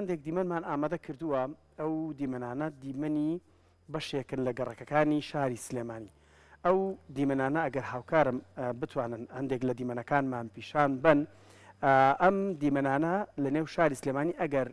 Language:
Central Kurdish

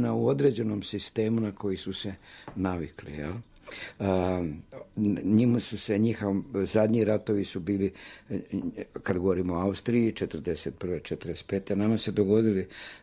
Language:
Croatian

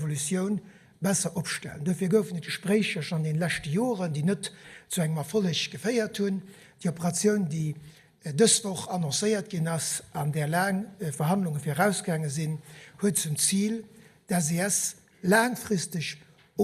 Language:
Luxembourgish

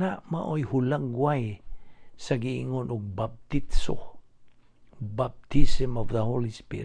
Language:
Cebuano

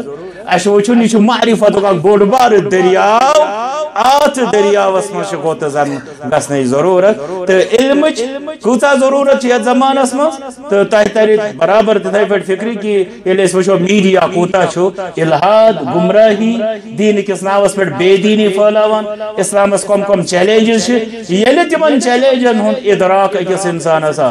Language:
Kashmiri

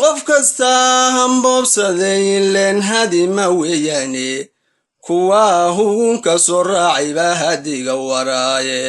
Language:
Somali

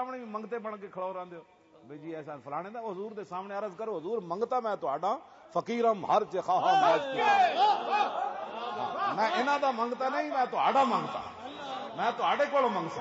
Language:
Western Panjabi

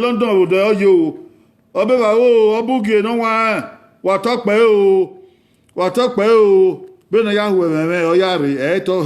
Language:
Bini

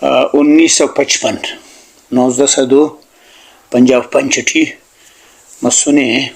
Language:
Brahui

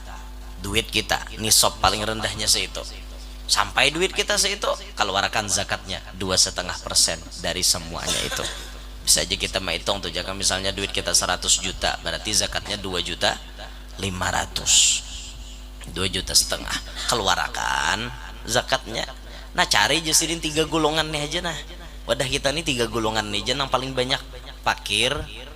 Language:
Banjar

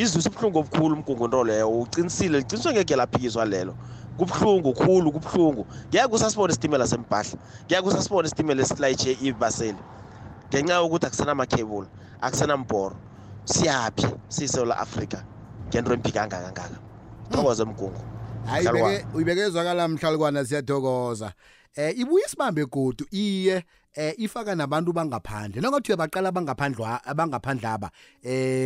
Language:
South Ndebele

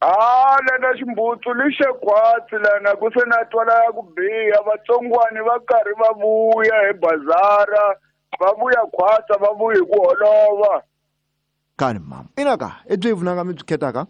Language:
Tsonga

